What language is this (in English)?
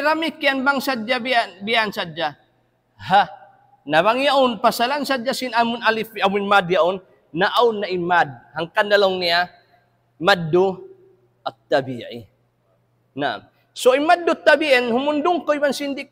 Tausug